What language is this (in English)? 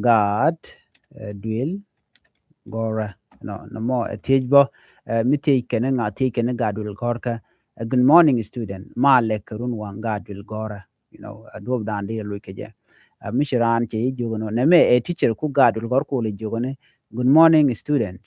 Nuer